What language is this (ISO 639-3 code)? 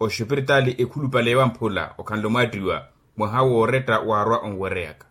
vmw